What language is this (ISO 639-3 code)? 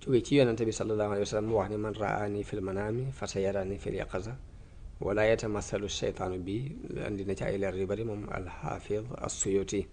wol